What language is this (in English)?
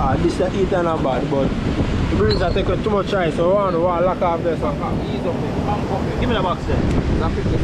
Jamaican Creole English